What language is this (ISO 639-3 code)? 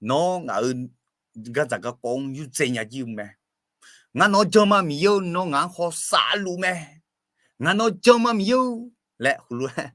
ahk